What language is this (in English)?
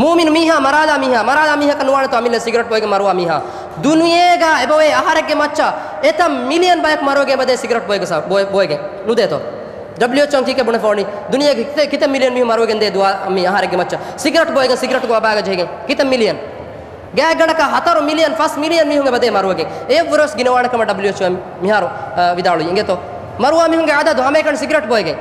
Divehi